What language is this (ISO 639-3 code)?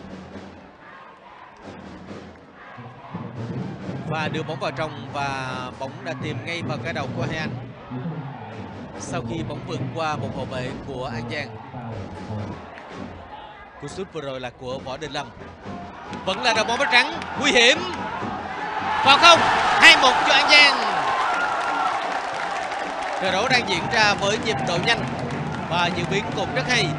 vie